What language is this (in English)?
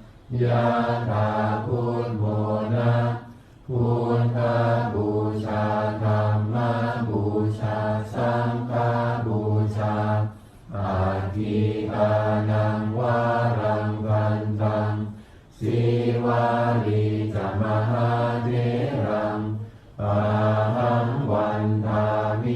Pali